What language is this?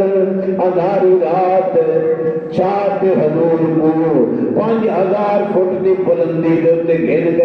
Saraiki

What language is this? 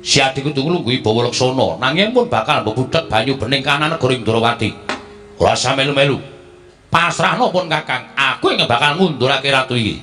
Javanese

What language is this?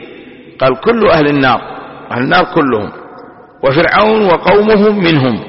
Arabic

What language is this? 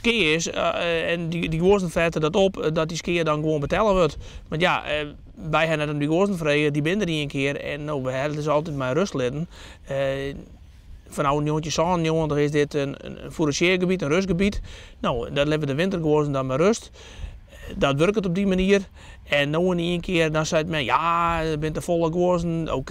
Western Frisian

